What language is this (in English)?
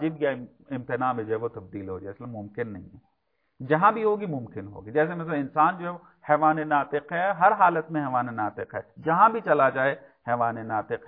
Urdu